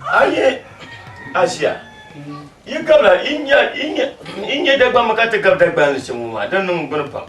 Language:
Dagbani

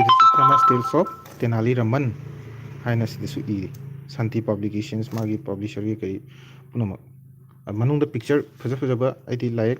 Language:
Manipuri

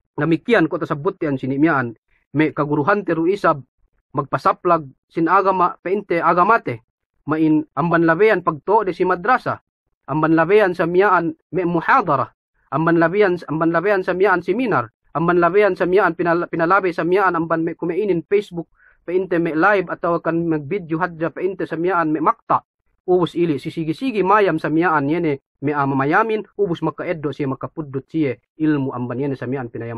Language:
Yakan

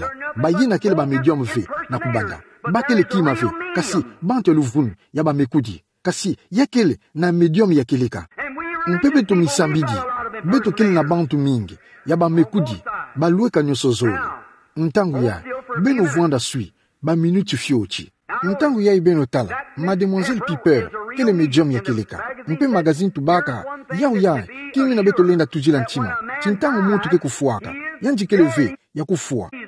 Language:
Kituba (Democratic Republic of Congo)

